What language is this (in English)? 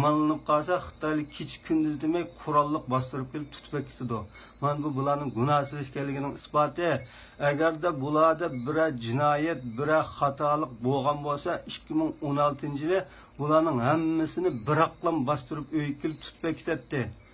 Uyghur